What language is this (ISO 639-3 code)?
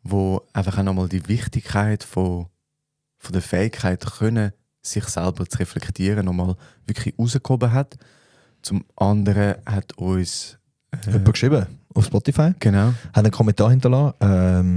gsw